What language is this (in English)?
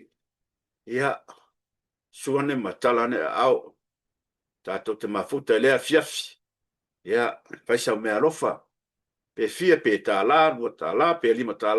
Samoan